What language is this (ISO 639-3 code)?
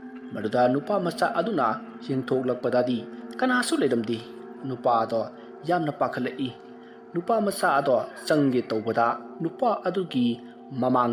mni